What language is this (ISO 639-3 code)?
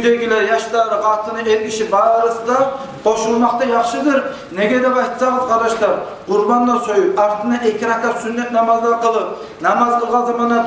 kum